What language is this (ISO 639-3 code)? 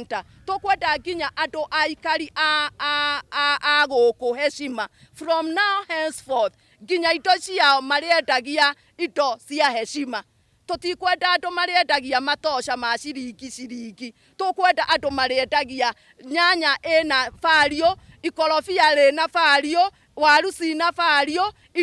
kik